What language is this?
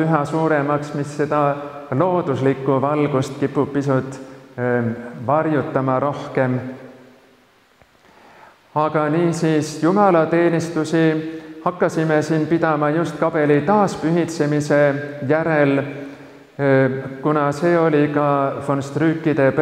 Estonian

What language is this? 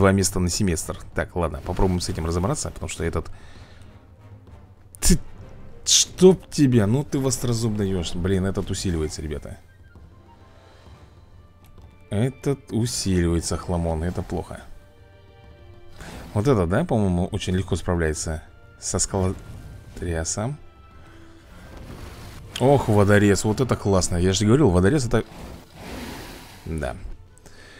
Russian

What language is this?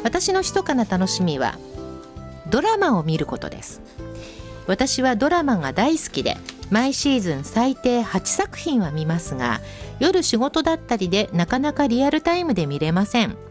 Japanese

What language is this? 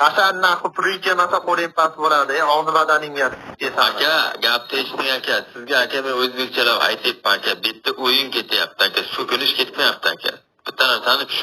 Uzbek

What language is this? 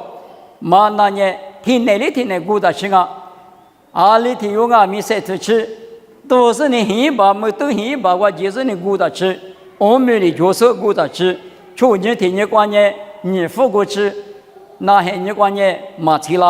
Lisu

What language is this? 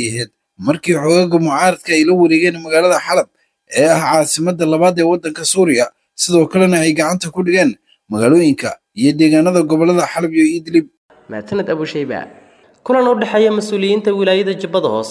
Somali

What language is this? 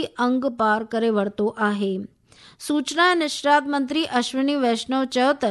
Sindhi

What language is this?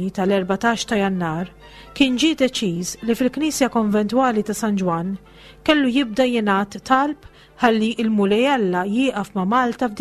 Maltese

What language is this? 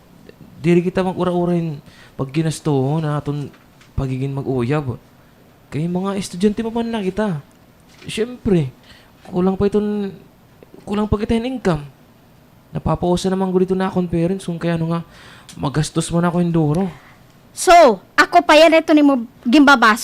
Waray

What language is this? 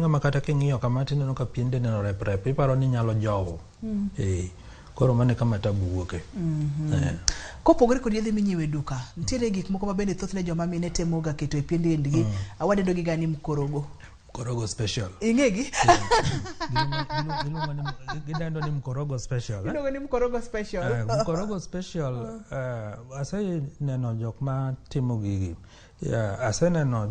Luo (Kenya and Tanzania)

